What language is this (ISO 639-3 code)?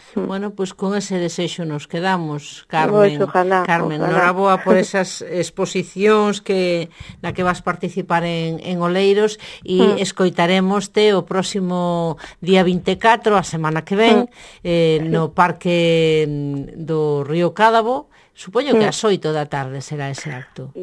glg